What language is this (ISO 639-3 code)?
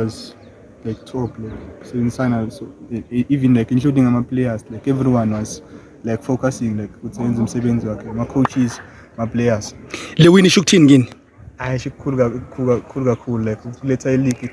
zul